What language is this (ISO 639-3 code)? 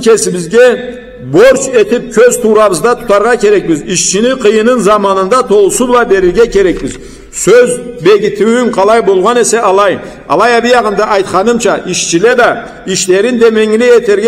krc